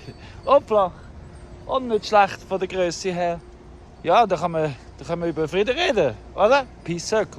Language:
Swiss German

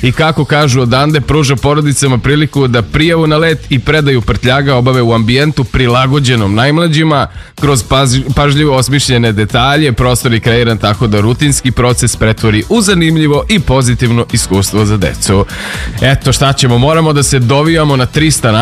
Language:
Serbian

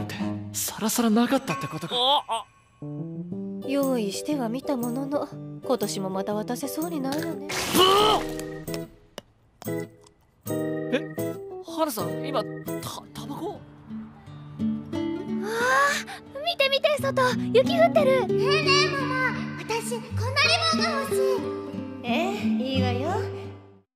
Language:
Japanese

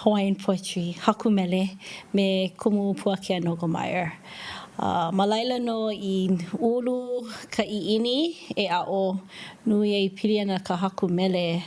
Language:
Hawaiian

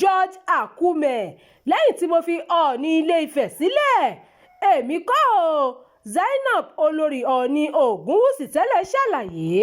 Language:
Yoruba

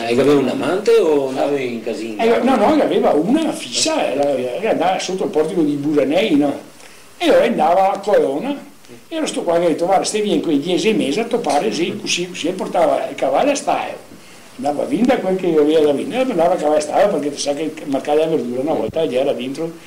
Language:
Venetian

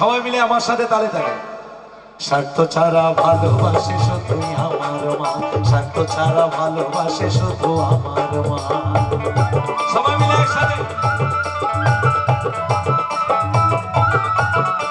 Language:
Bangla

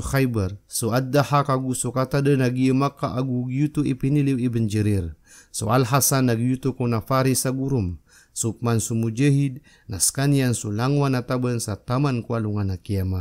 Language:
Maranao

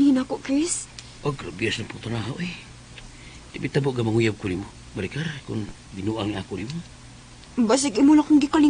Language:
Cebuano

